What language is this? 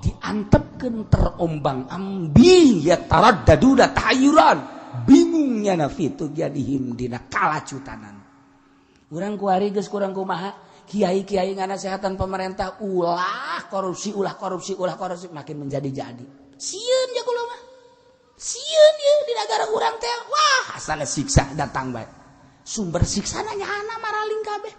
Sundanese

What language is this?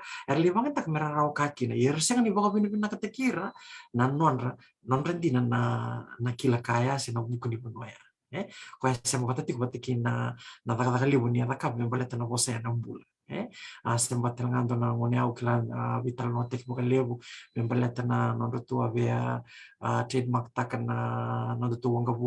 Fijian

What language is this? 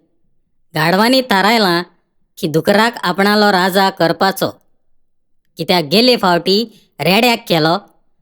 Konkani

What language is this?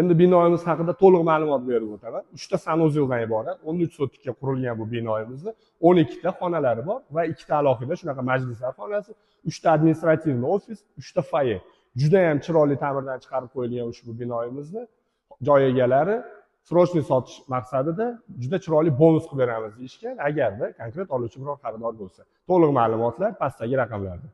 Uzbek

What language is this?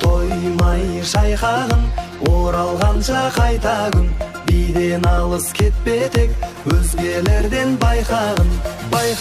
Kara-Kalpak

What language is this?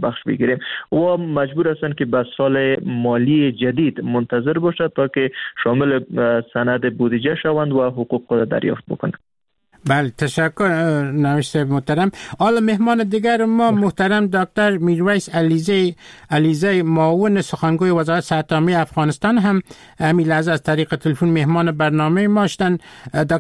Persian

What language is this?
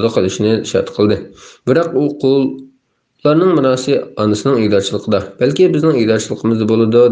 Uyghur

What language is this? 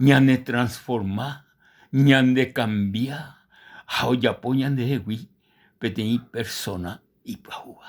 Guarani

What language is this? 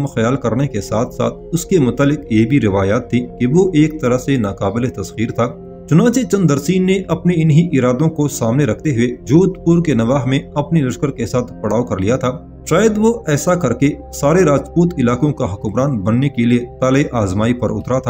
Urdu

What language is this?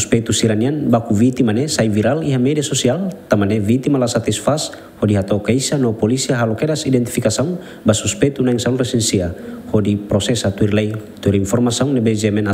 Tetum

